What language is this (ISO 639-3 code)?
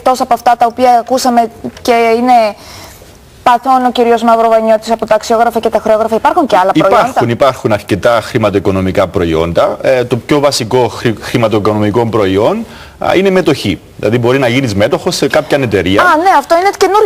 ell